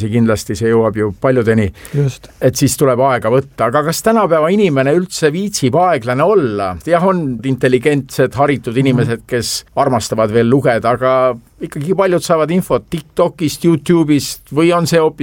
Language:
Estonian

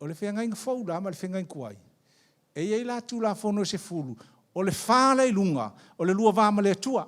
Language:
Samoan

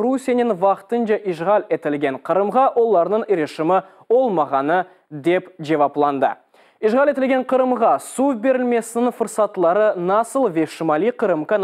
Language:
Crimean Tatar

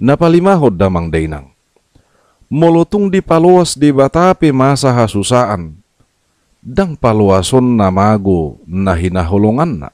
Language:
Batak Toba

